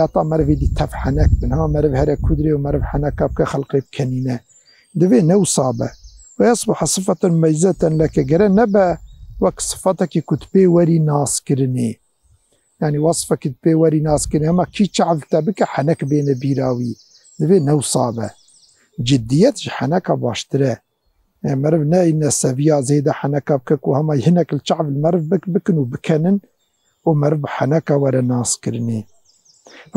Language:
Kurdish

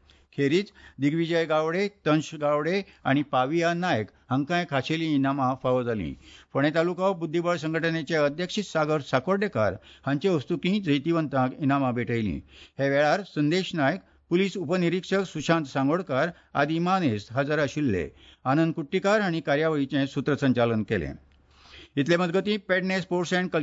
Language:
Konkani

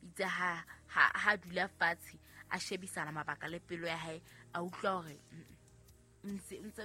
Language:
Southern Sotho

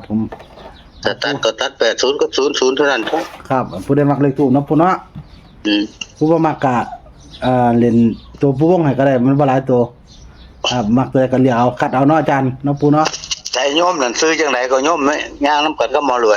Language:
Northeastern Thai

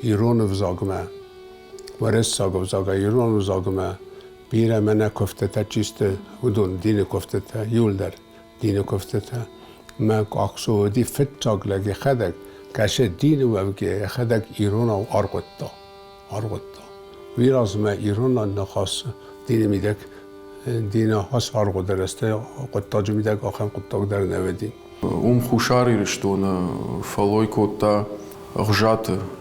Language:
Ossetic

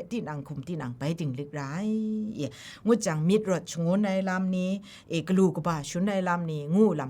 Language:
Kachin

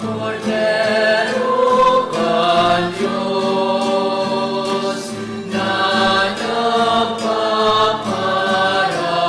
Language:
Bikol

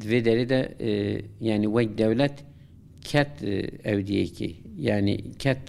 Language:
Kurdish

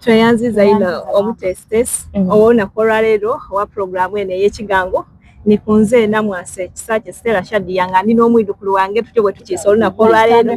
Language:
Soga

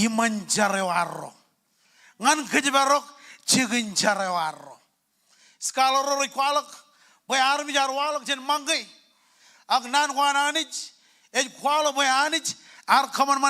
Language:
Marshallese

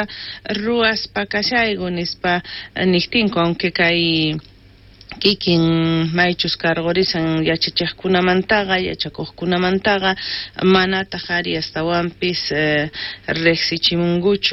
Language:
South Bolivian Quechua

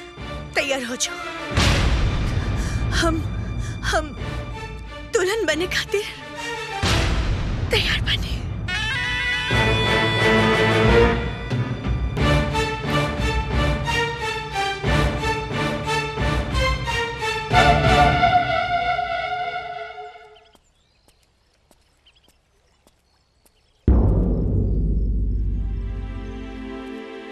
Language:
Bhojpuri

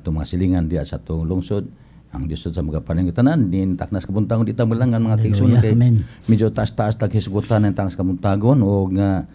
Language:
Cebuano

